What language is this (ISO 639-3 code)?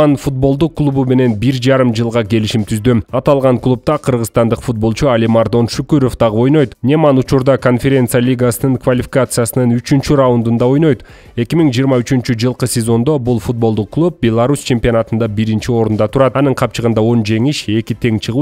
kir